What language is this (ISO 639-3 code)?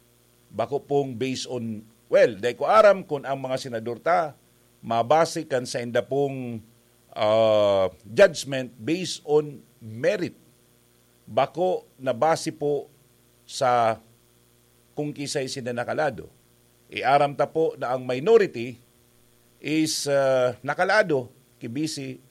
bik